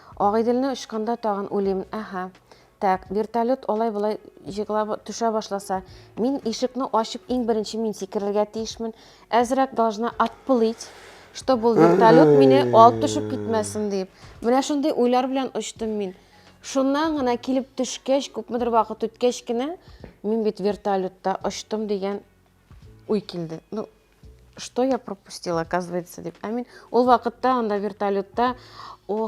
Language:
Tatar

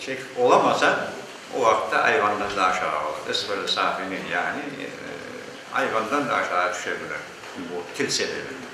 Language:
Crimean Tatar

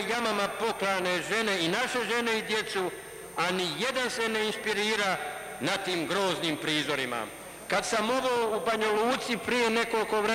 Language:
Bosnian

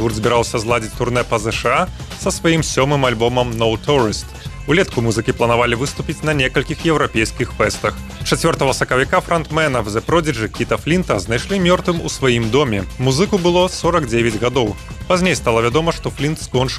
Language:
Belarusian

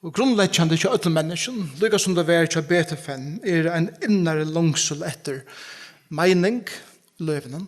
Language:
Faroese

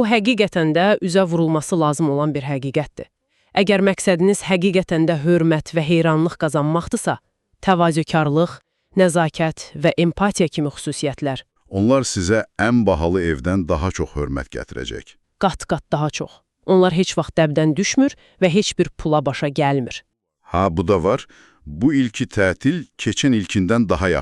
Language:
Azerbaijani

